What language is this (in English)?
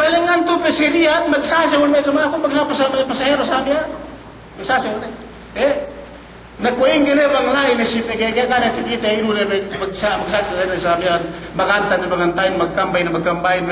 Yakan